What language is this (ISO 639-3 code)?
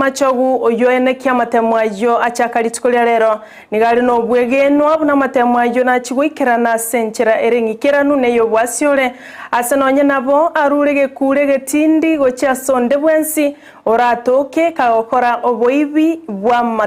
guz